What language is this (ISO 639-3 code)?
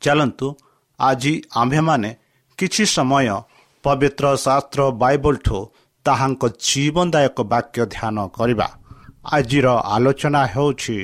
ori